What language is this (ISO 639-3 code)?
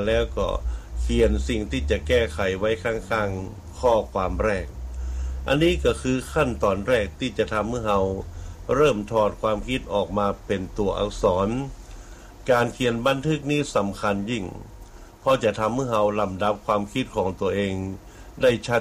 tha